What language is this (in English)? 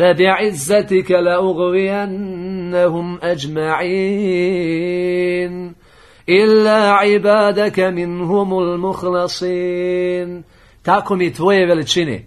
Bosnian